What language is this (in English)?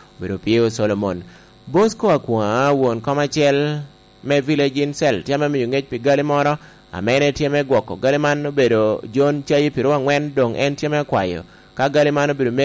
Lango (Uganda)